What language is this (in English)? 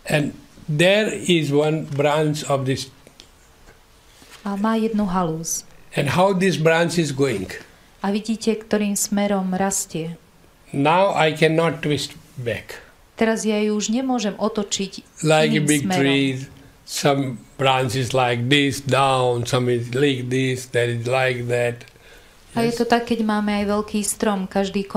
Slovak